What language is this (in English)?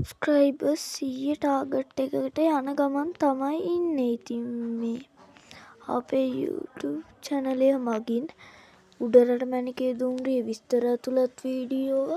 Sinhala